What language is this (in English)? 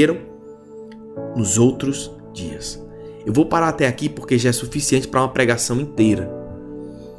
Portuguese